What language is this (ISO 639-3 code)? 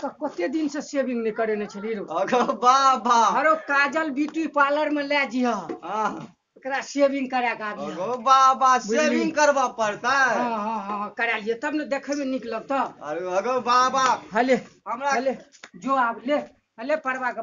mai